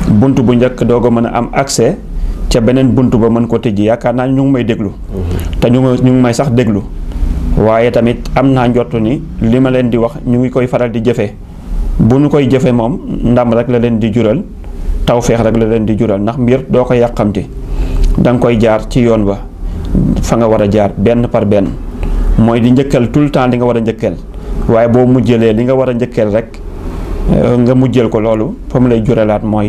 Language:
Wolof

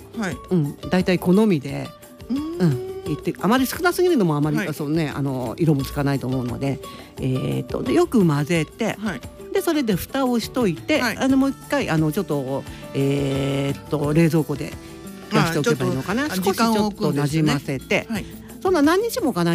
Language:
Japanese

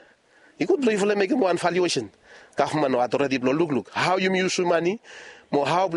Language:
Bislama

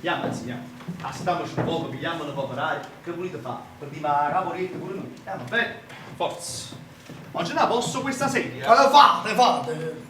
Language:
Neapolitan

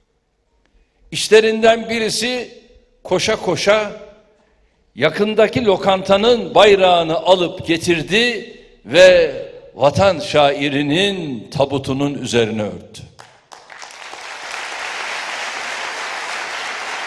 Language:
Turkish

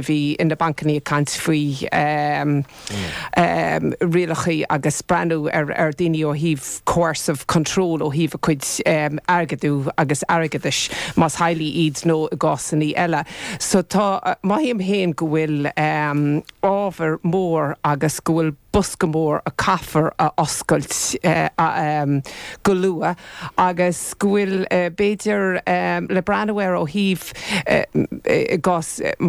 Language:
Irish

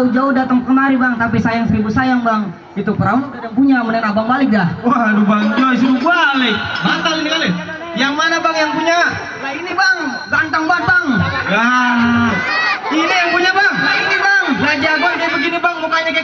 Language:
Betawi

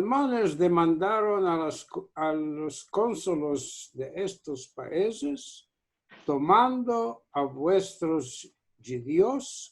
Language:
Ladino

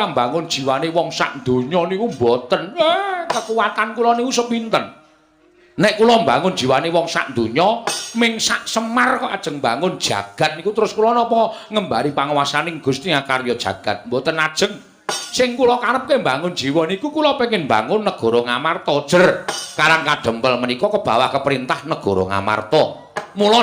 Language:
Javanese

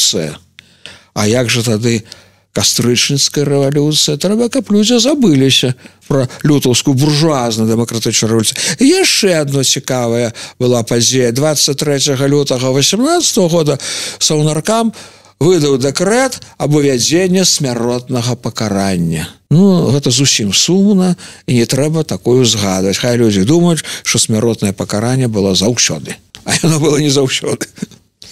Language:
Belarusian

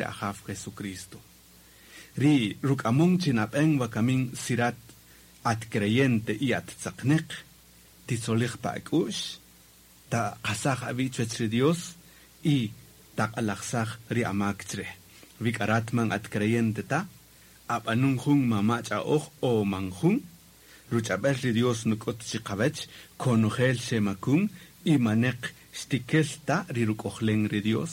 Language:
Kaqchikel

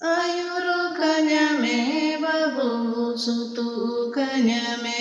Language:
Santali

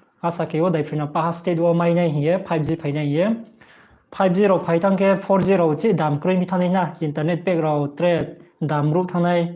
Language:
Riang (India)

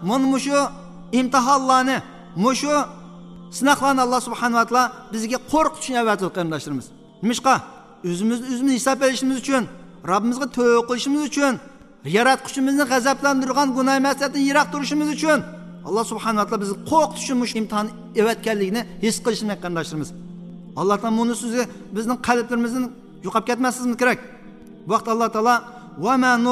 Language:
Uyghur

